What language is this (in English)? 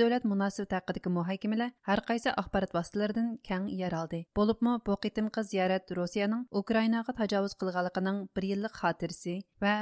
Uyghur